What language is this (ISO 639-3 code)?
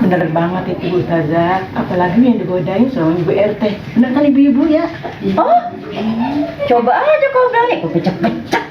bew